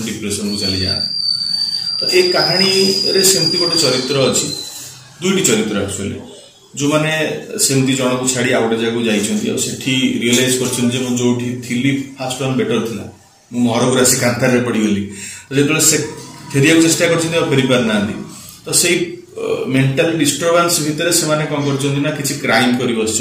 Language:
Odia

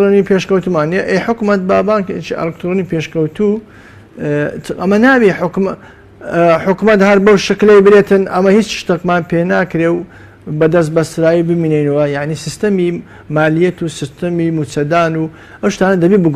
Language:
Central Kurdish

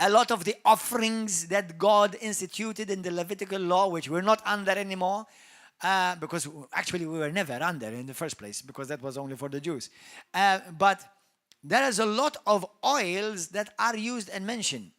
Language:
English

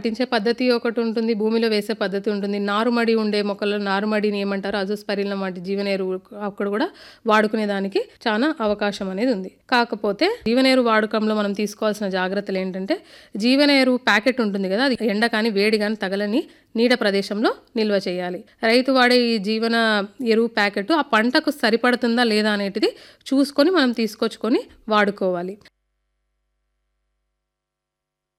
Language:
Telugu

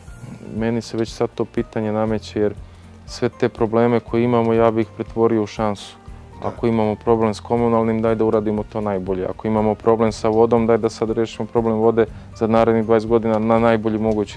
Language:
Serbian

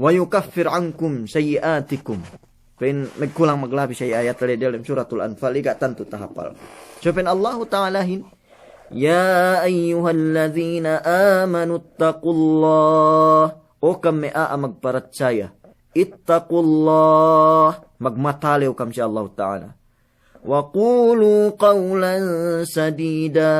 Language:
Yakan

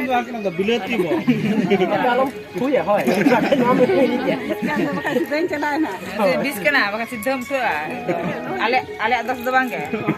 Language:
Santali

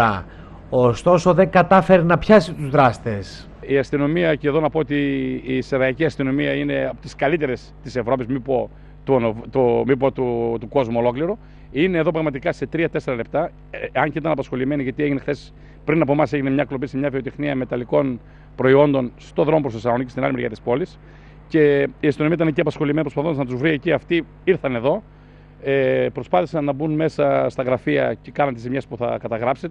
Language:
Greek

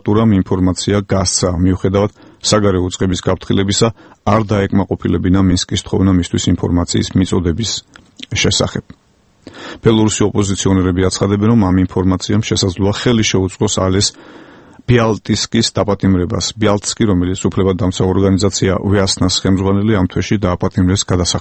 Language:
Georgian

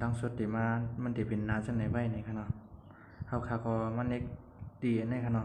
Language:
Shan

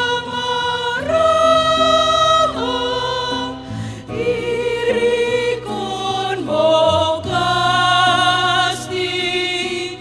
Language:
Batak Simalungun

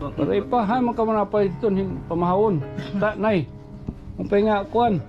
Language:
Waray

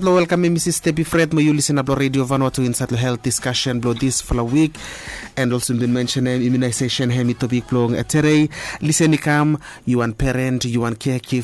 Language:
Bislama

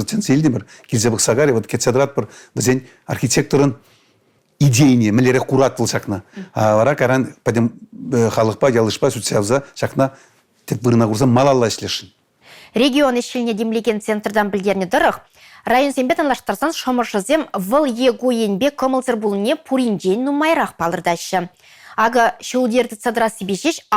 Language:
Chuvash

